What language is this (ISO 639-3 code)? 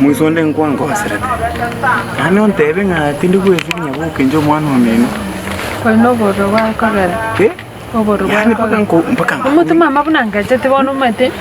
guz